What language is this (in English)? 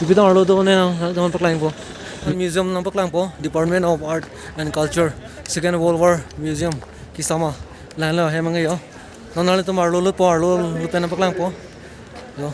Karbi